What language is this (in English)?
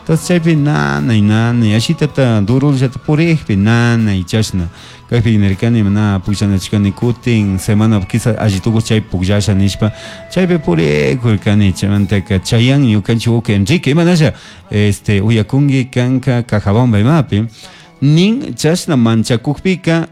Chimborazo Highland Quichua